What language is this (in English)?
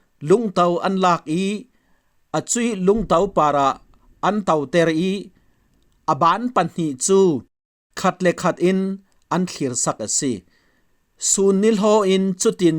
Falam Chin